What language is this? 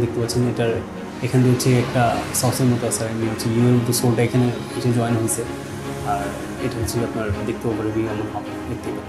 Bangla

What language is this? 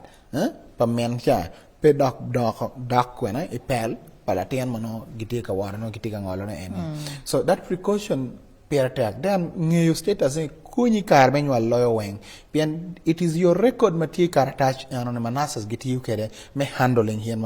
Acoli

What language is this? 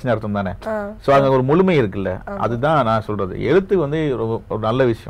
Tamil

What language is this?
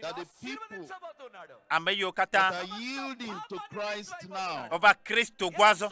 Ewe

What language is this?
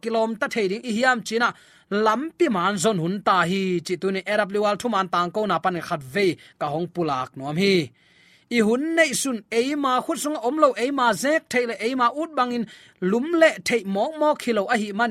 Tedim Chin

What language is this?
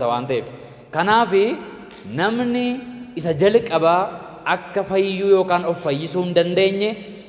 Oromo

